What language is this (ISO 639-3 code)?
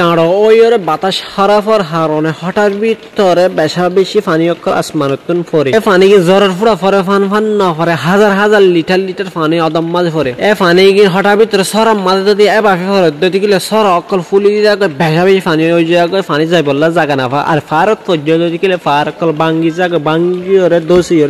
rhg